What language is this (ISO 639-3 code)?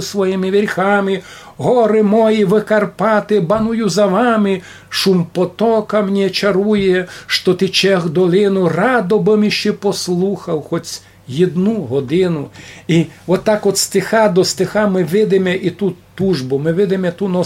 rue